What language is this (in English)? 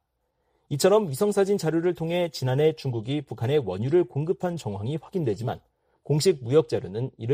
Korean